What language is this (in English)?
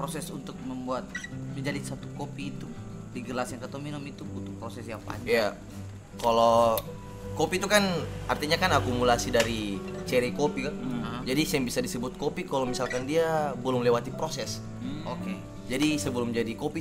Ambonese Malay